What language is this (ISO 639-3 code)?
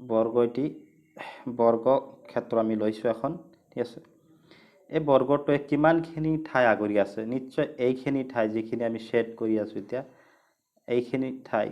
asm